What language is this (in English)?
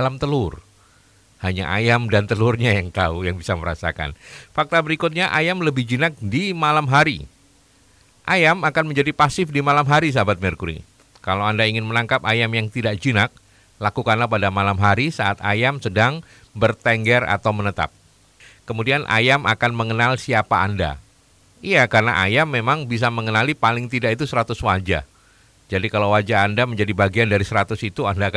Indonesian